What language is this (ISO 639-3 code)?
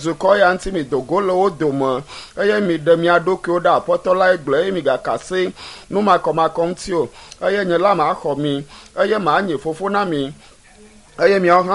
ewe